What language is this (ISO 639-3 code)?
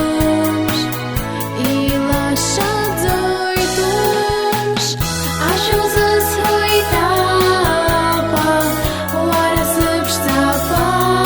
abk